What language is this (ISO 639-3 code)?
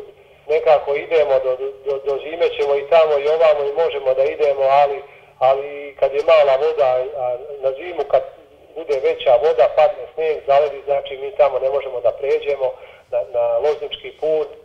srp